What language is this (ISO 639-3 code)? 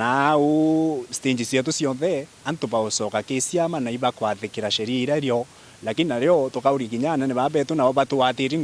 mer